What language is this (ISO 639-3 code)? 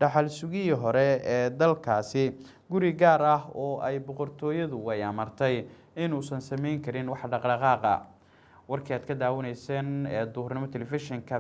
som